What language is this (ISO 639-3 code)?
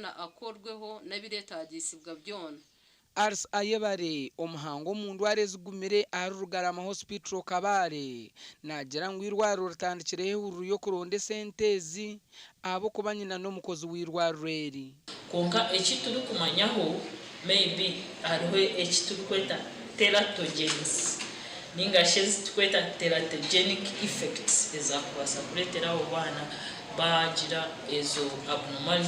nyn